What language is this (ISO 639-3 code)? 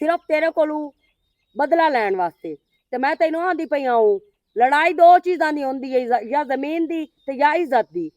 lah